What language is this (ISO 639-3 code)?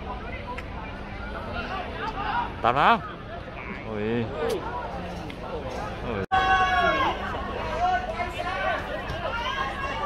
vie